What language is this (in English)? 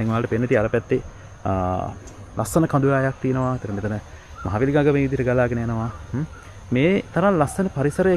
Sinhala